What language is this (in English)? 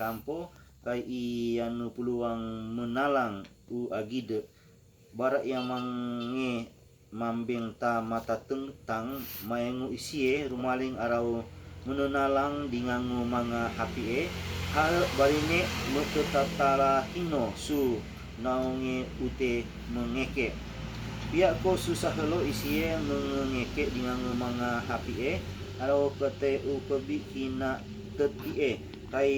Sangir